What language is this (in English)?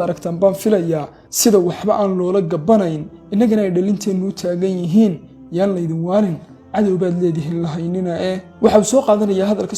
Somali